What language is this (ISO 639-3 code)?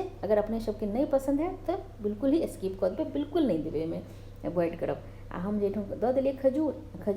mai